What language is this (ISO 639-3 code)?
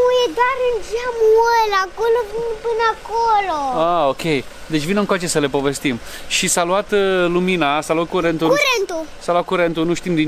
ron